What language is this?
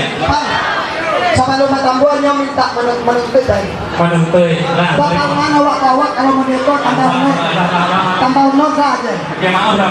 Minangkabau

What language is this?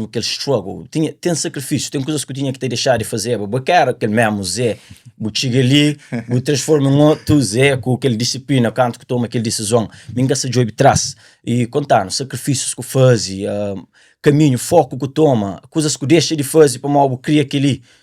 Kabuverdianu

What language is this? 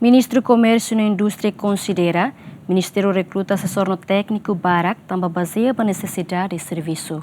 Tetum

